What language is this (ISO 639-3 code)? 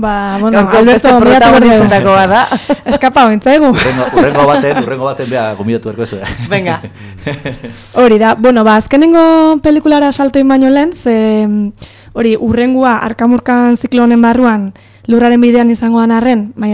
eus